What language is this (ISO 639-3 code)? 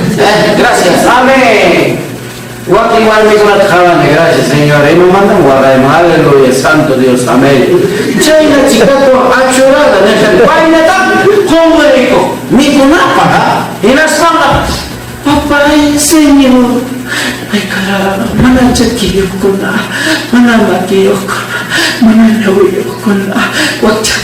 quy